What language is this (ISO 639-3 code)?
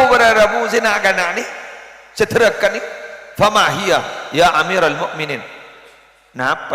mad